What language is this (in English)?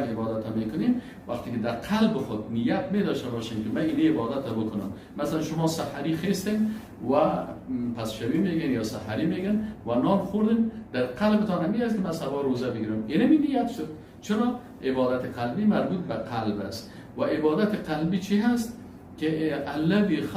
Persian